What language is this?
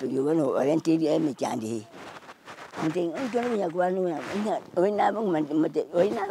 Gusii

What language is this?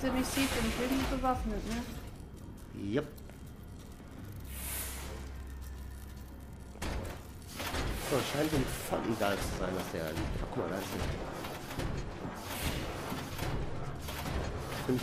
German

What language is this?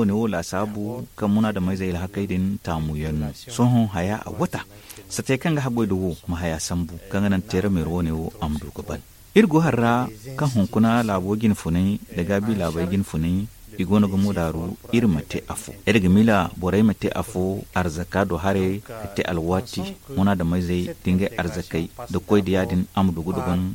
Zarma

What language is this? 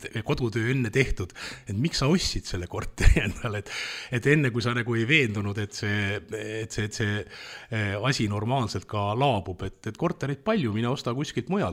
Estonian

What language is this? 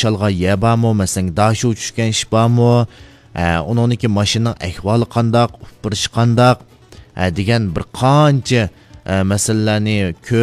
Uyghur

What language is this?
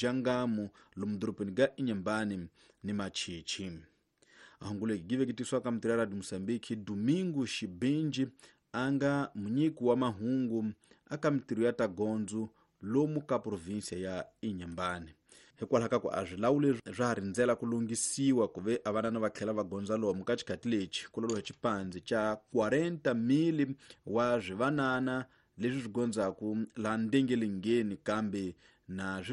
Tsonga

